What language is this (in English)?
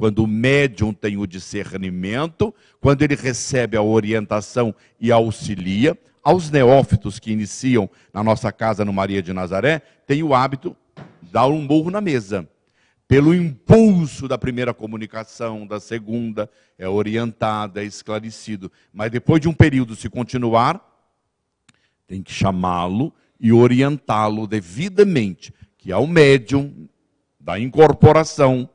Portuguese